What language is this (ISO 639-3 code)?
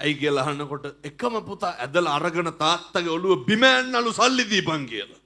sin